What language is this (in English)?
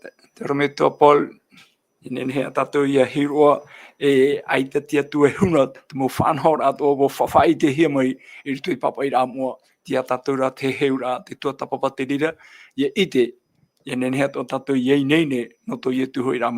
Tahitian